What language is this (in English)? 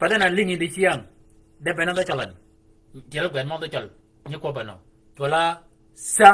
Shilluk